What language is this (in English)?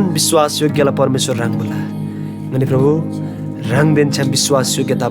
Eastern Tamang